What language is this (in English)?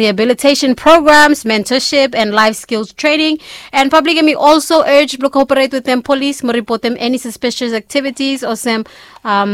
Bislama